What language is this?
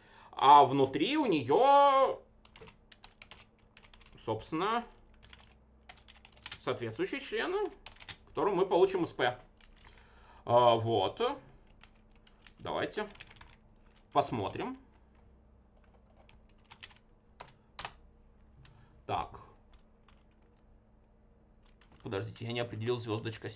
Russian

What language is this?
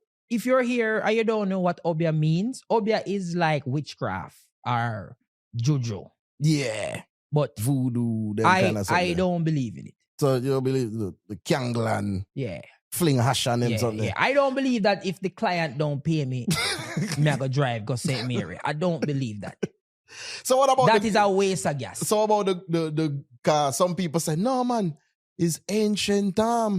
Jamaican Creole English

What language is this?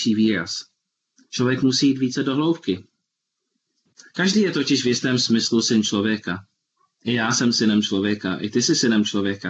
Czech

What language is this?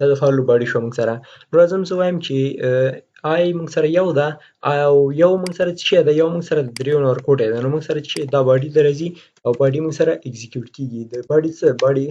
Pashto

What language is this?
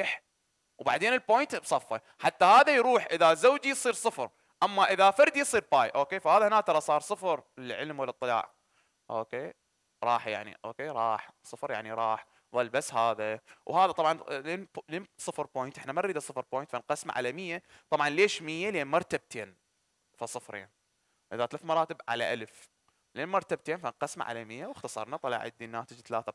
Mesopotamian Arabic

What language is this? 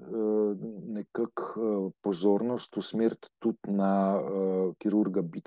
Slovenian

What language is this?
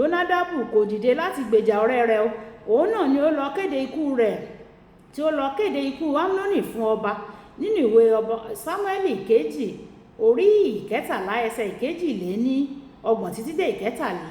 Yoruba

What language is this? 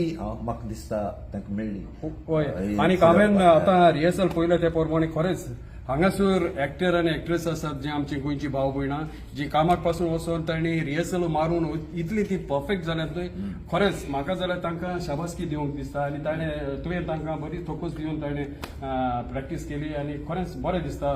Konkani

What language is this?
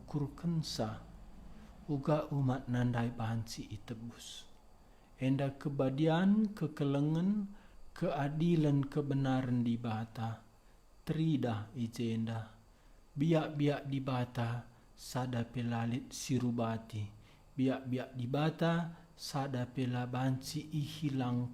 Batak Karo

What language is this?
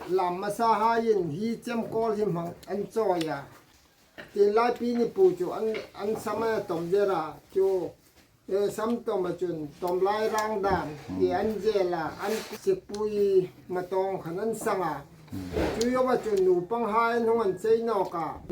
Hmar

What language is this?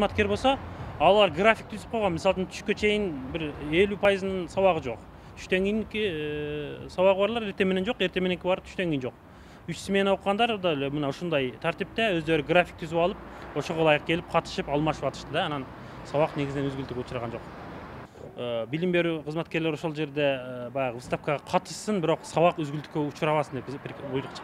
Kyrgyz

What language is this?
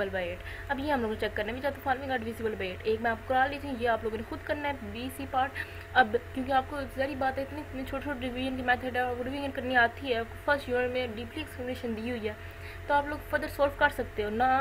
Hindi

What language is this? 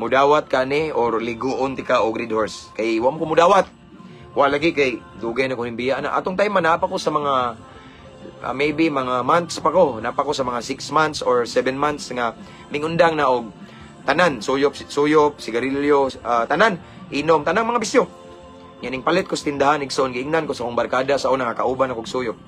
Cebuano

